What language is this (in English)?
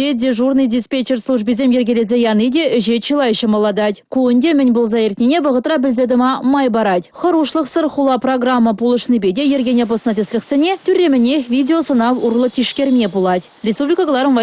Chuvash